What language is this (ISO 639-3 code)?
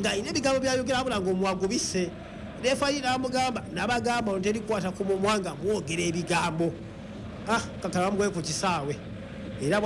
lug